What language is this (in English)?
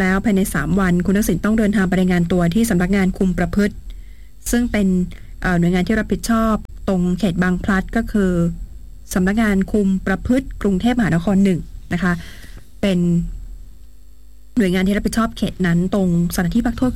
Thai